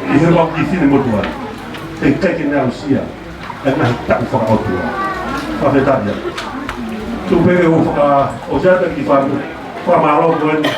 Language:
Tongan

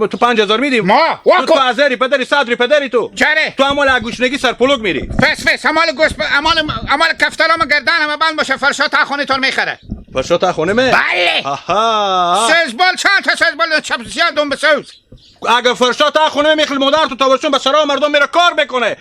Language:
Hazaragi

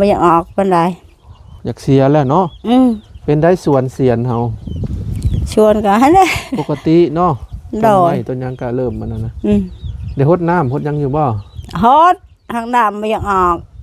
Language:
Lao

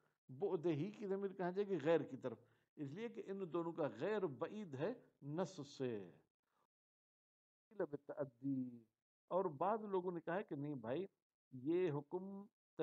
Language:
Urdu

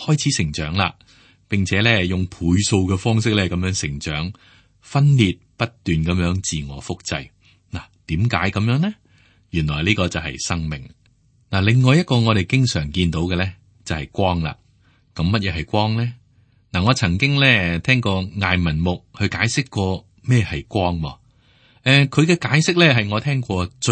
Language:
Cantonese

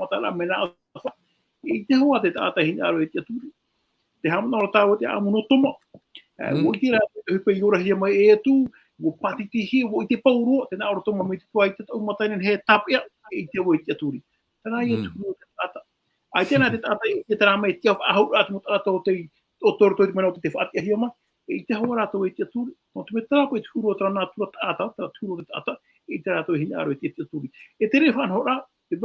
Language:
Tahitian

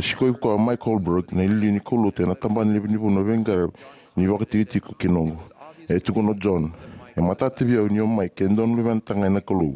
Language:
Fijian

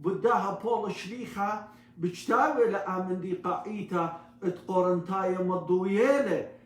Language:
Assyrian Neo-Aramaic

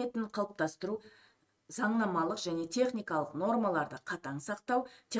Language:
Kazakh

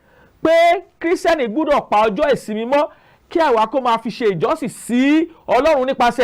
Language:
Yoruba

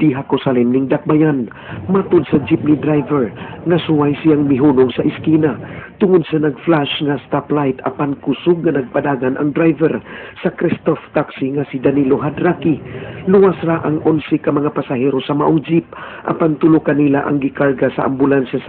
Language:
Cebuano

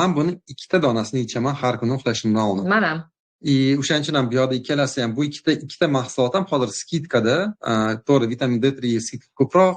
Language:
Uzbek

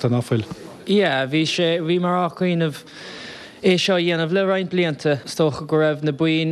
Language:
Irish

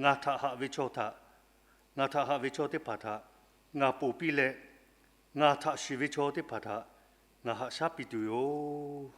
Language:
Lahu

